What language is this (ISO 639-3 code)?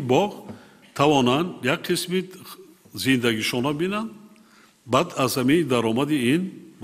tgk